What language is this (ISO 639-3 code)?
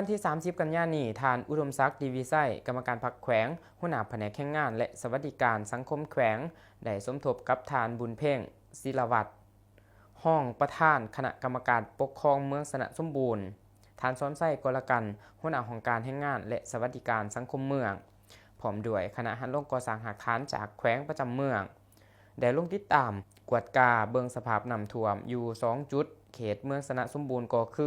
lao